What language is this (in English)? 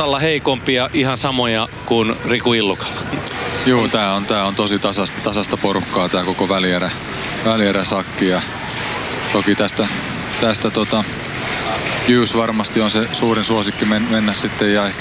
Finnish